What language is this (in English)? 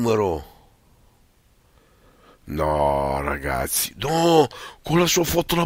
Italian